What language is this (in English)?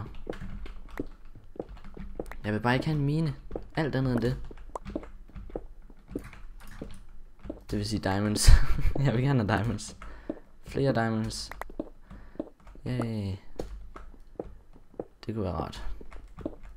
Danish